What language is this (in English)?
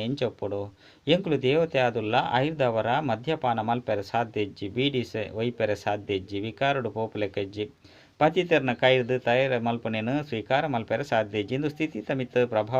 Tulu